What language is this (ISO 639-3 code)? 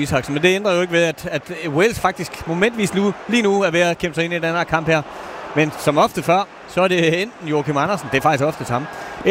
dan